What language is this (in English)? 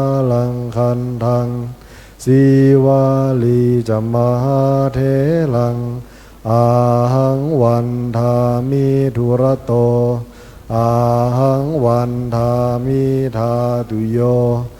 Pali